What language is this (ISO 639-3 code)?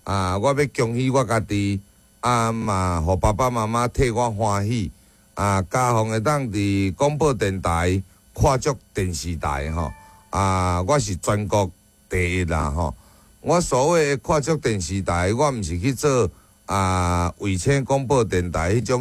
nan